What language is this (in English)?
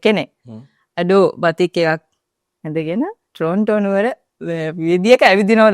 Sinhala